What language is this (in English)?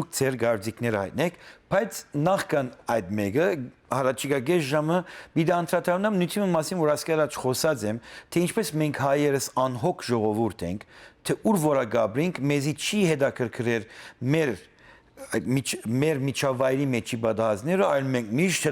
Western Armenian